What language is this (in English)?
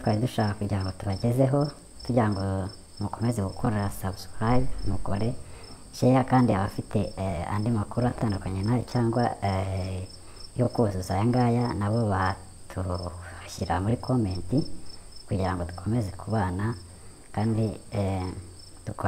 Kinyarwanda